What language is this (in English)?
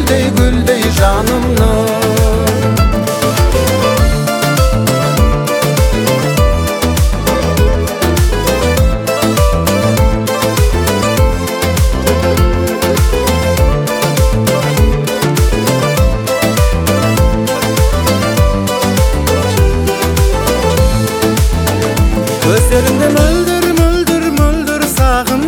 Kazakh